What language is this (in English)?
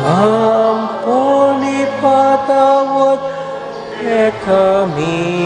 Pampanga